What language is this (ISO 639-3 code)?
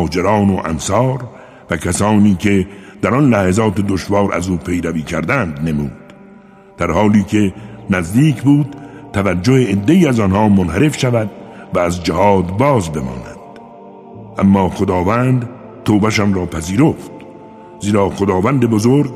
fas